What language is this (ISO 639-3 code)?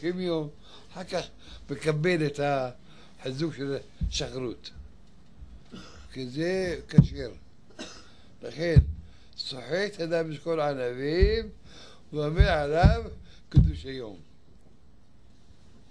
heb